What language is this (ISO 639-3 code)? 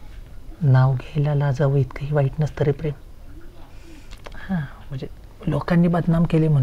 mar